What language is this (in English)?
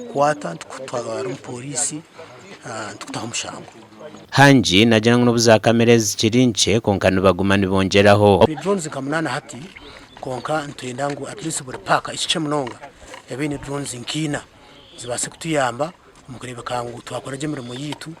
Nyankole